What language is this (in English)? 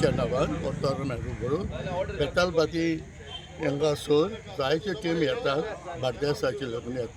Konkani